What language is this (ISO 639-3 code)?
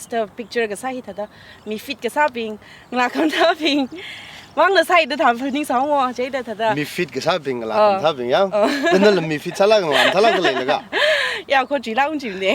nmf